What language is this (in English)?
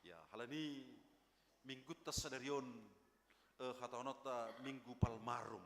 Batak Simalungun